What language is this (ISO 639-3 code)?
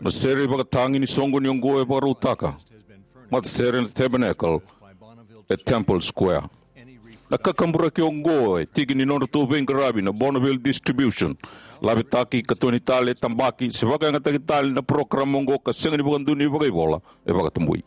fij